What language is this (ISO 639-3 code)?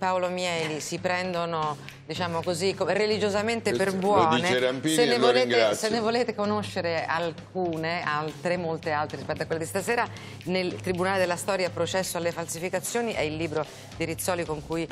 ita